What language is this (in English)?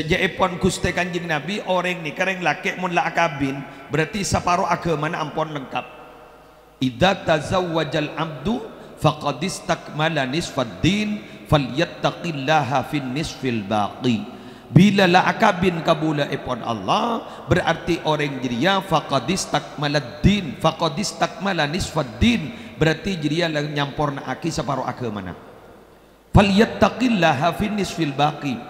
Madurese